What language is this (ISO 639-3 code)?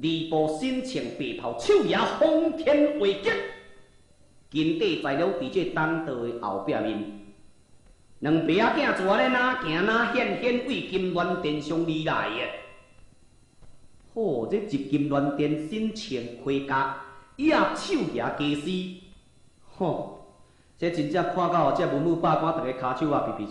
nan